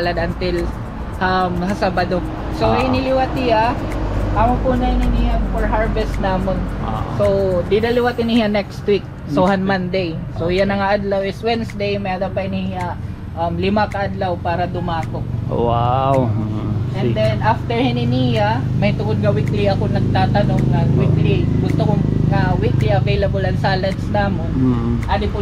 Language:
Waray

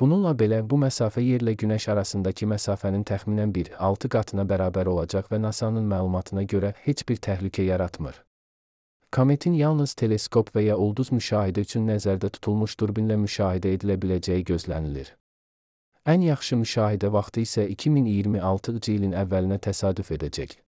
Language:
Azerbaijani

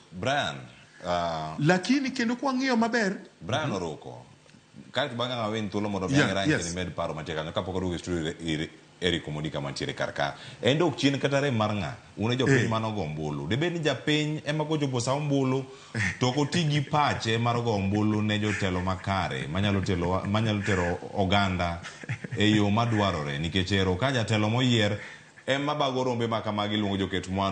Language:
Luo (Kenya and Tanzania)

